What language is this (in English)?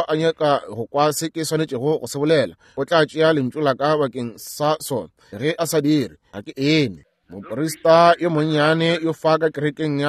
Northern Sotho